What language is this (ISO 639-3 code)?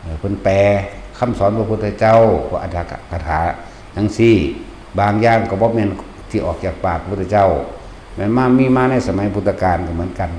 tts